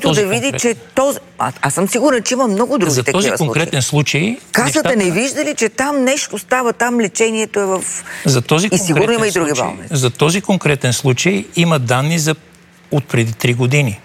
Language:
Bulgarian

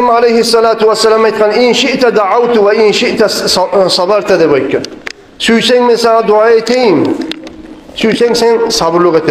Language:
Kumyk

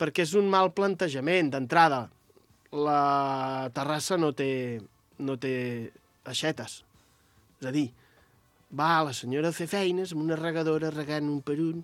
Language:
Catalan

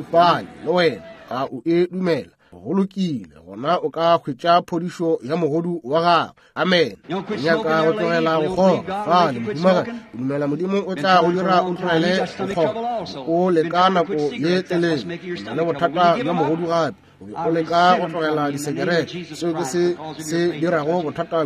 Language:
Northern Sotho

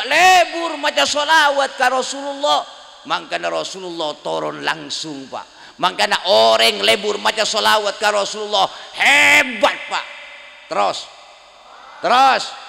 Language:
Madurese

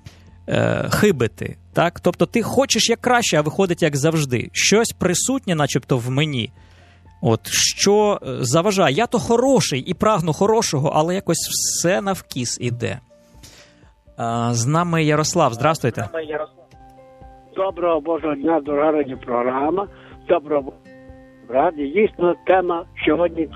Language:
Ukrainian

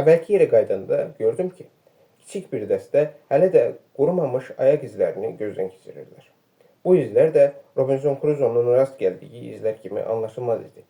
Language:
Azerbaijani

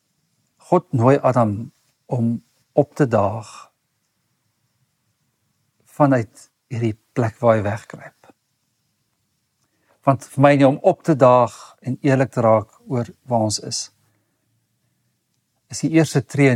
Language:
Afrikaans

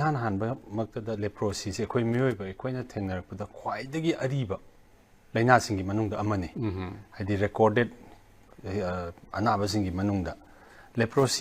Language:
Manipuri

